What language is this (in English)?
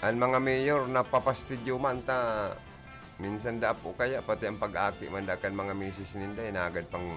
Bikol